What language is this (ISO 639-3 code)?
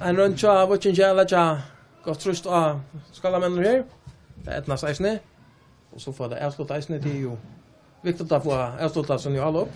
fao